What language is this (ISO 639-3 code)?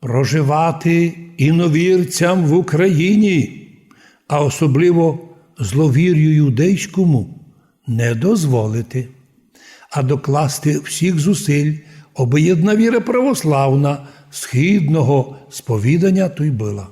rue